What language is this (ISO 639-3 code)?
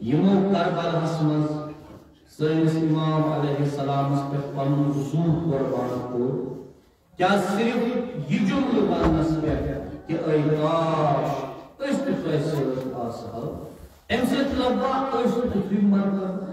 kas